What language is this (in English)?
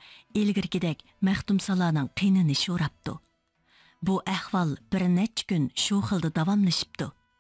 Uyghur